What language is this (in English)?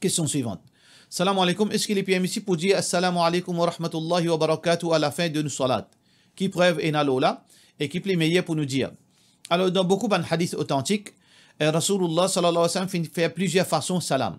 Morisyen